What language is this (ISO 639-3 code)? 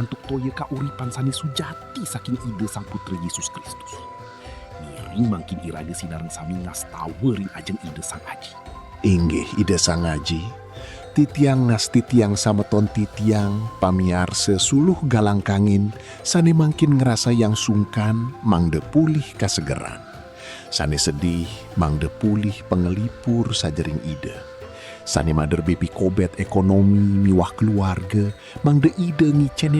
ban